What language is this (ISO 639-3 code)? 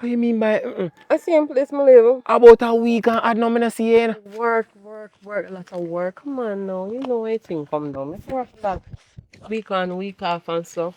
jam